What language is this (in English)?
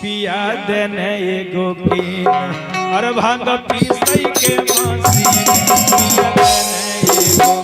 Magahi